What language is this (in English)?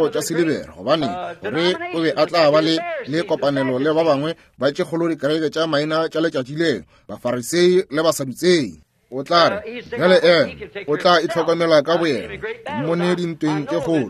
Northern Sotho